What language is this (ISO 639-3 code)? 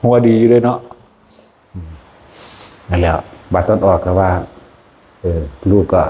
lao